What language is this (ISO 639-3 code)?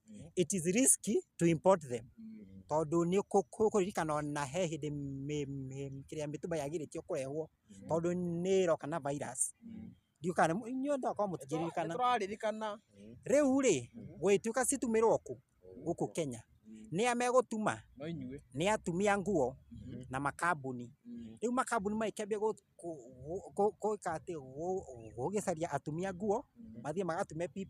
kik